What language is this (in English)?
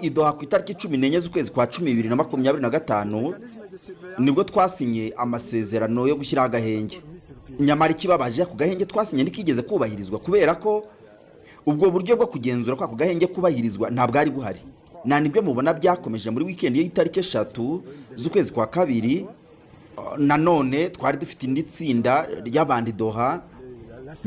Kinyarwanda